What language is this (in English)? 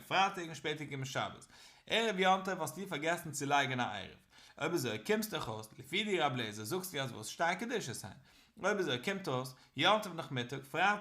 Yiddish